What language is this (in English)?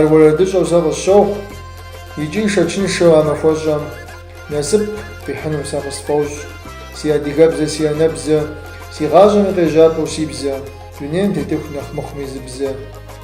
Kabardian